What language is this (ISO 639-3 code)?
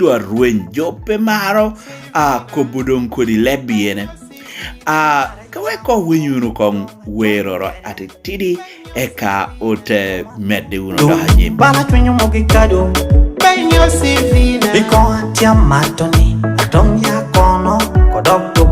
laj